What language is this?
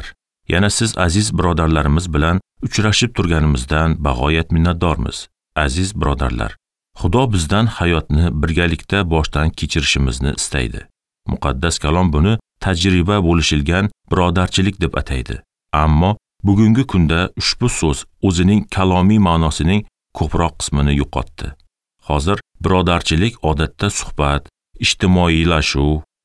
Uzbek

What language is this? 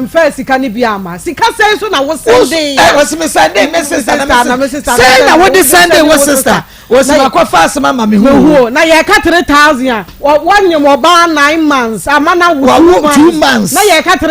Akan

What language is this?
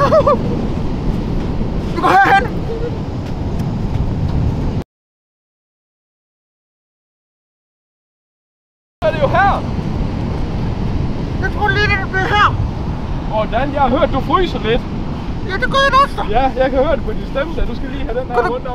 Danish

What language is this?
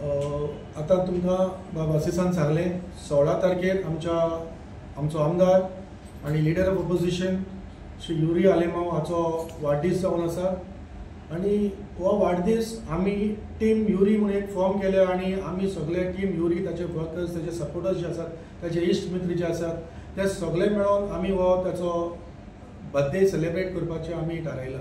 Konkani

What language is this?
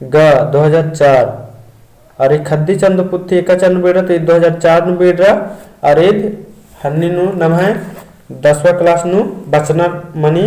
Kurukh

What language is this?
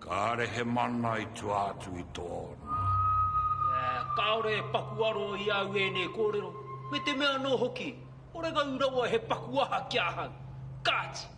Māori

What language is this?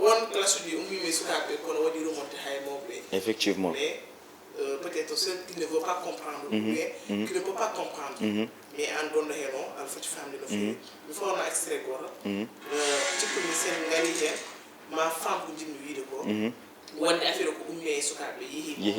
Fula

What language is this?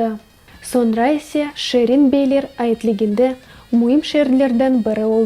Crimean Tatar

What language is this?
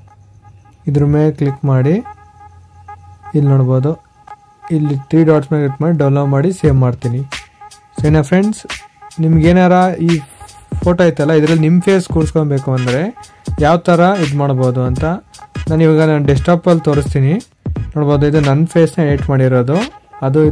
Kannada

